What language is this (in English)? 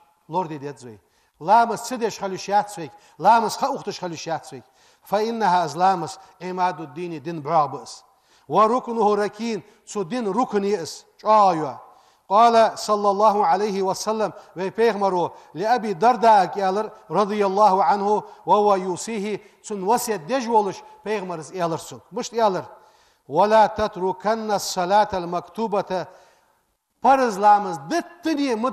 Ingush